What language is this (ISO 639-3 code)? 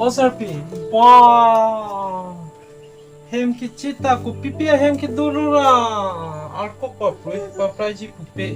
mjw